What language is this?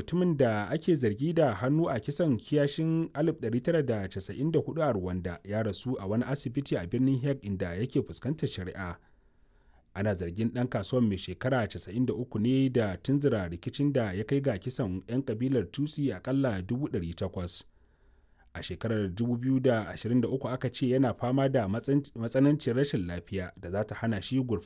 Hausa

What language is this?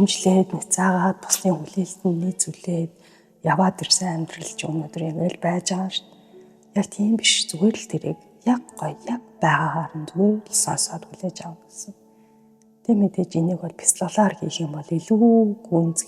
Mongolian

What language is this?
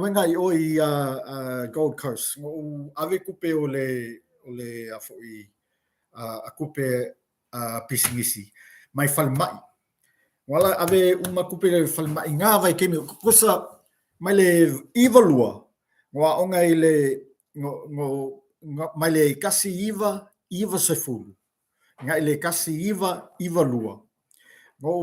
Samoan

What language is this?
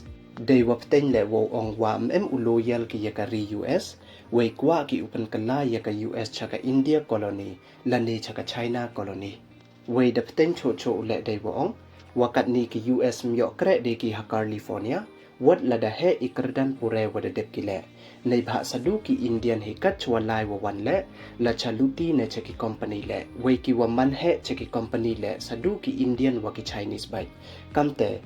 Pnar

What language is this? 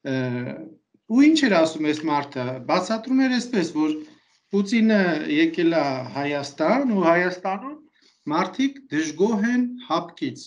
Armenian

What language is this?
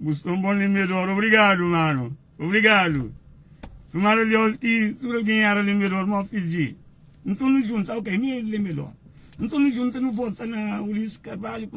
Kabuverdianu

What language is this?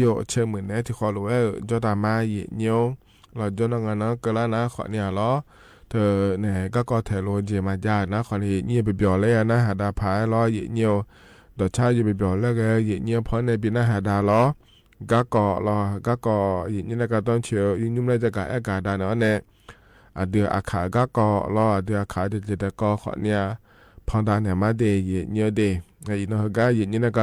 Akha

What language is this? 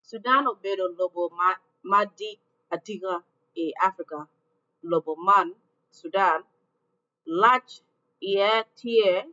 Acoli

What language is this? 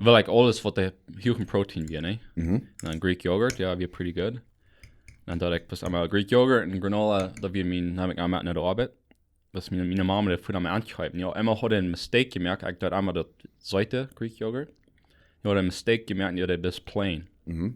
Plautdietsch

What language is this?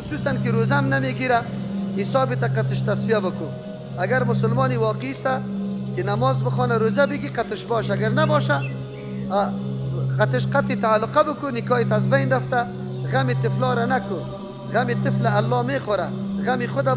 Persian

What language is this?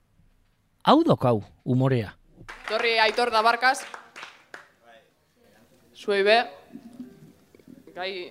Basque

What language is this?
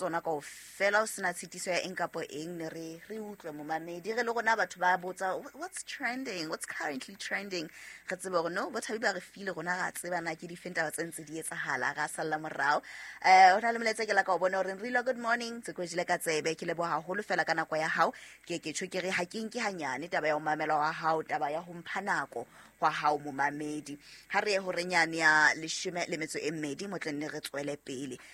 Southern Sotho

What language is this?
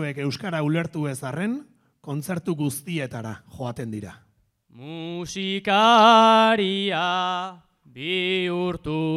Basque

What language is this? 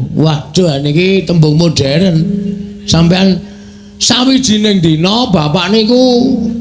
Javanese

